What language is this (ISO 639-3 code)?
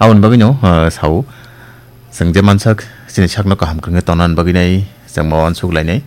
trp